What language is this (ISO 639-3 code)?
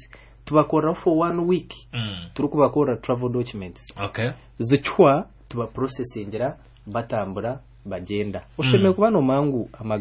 kin